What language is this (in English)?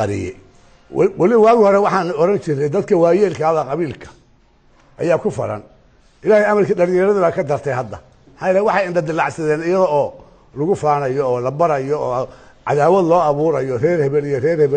Somali